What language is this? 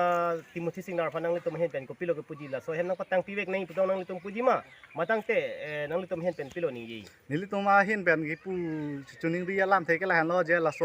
Karbi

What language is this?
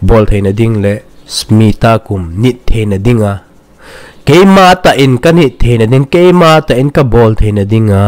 Thado Chin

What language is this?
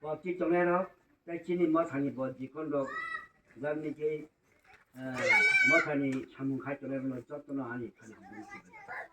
Kok Borok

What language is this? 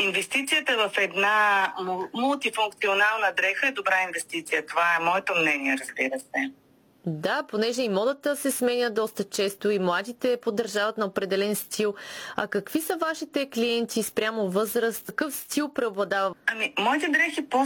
Bulgarian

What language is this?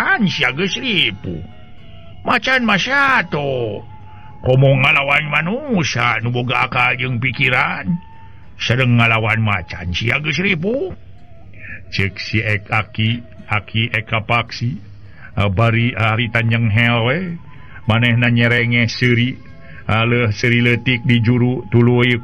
Sundanese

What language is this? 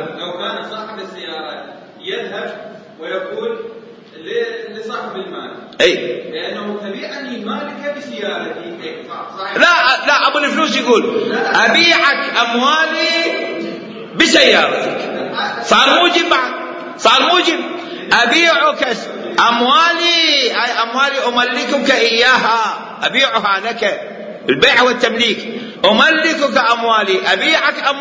Mesopotamian Arabic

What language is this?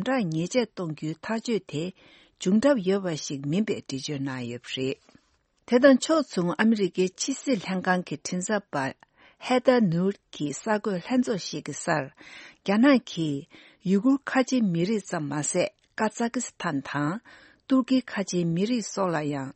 Tibetan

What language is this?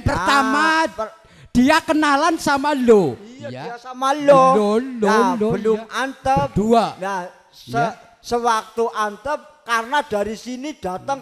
Javanese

